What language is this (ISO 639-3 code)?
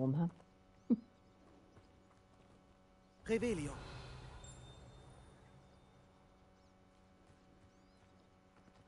deu